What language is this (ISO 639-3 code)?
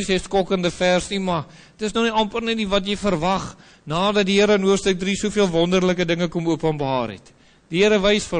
afr